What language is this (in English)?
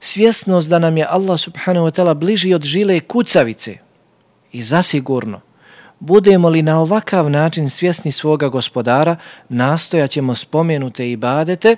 Bosnian